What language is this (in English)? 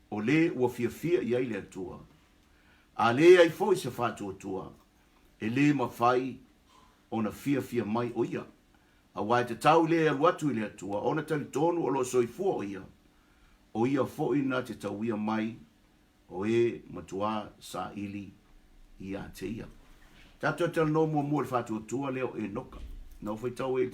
Samoan